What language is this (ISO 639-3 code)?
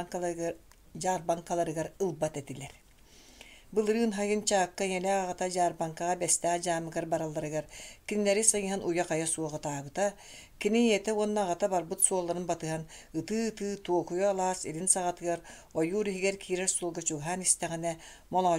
sah